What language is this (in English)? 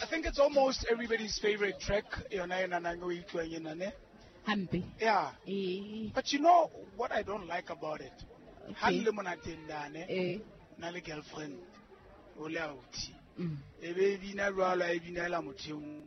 Southern Sotho